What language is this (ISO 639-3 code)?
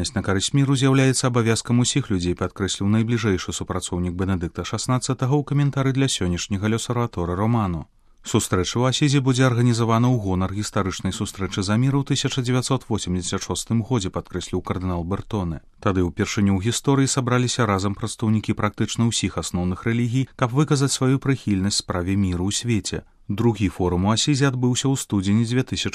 bel